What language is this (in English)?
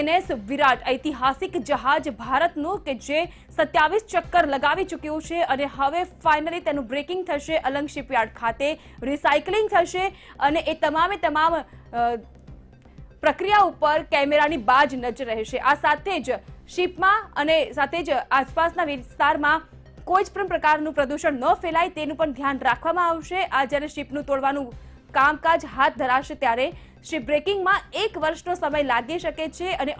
Gujarati